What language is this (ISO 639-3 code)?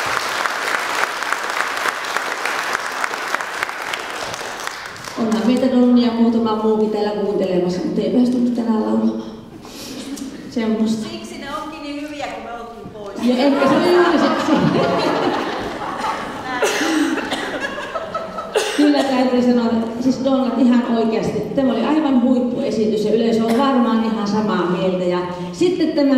fin